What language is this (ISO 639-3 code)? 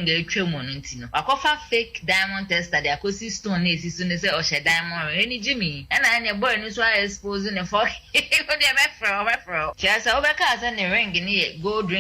aka